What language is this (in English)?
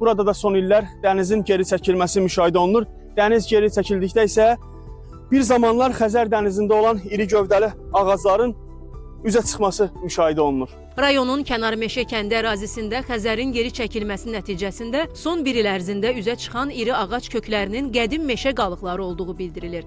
Azerbaijani